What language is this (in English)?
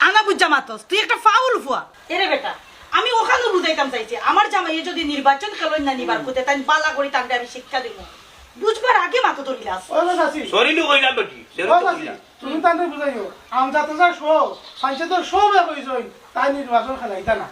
Sylheti